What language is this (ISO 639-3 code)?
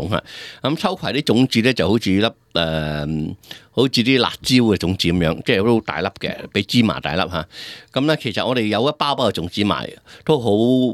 yue